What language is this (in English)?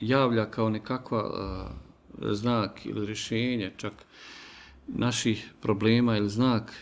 Bosnian